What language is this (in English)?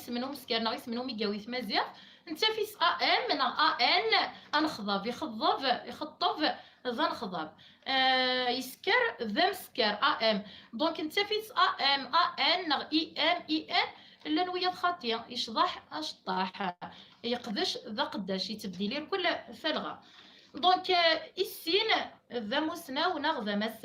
Kabyle